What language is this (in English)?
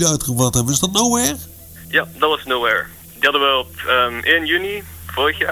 Dutch